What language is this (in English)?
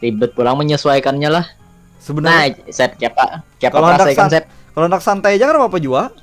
Banjar